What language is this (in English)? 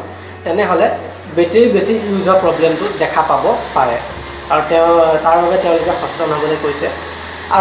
Assamese